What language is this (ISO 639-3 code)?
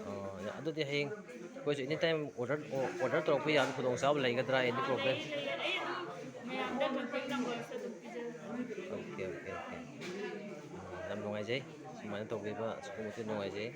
mni